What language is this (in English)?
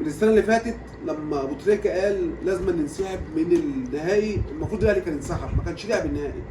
Egyptian Arabic